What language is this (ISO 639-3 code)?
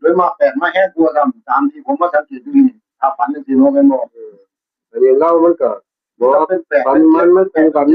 tts